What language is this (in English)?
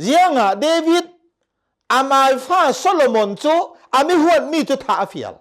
Hakha Chin